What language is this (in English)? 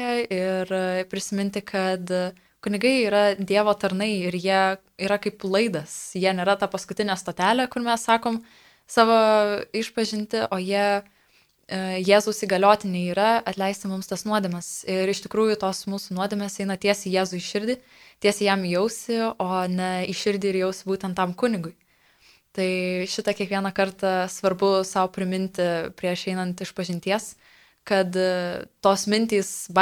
Lithuanian